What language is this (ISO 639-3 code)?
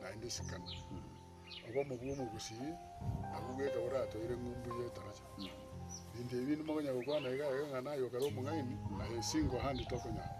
guz